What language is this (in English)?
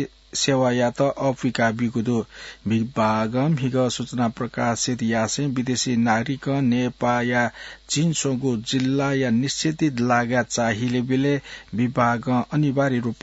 Newari